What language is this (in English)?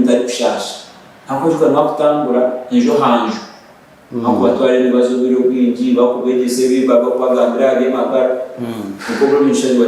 Nyankole